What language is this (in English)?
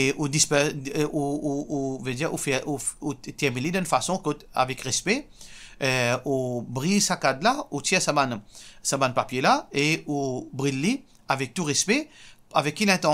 Morisyen